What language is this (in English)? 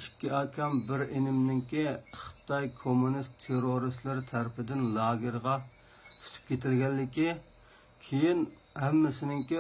Uyghur